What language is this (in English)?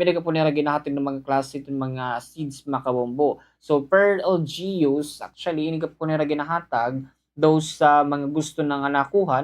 Waray